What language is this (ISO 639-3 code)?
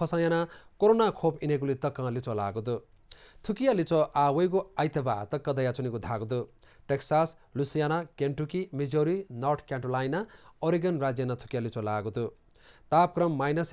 new